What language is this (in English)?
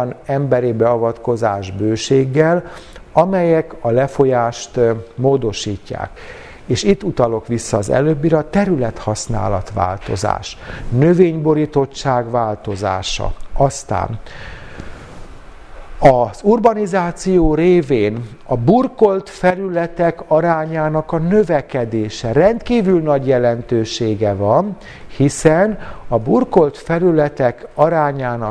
Hungarian